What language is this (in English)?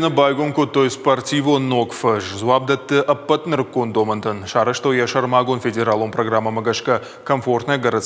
Ossetic